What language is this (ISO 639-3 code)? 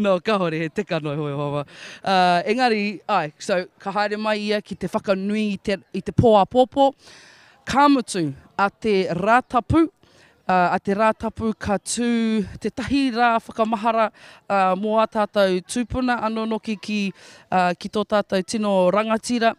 mri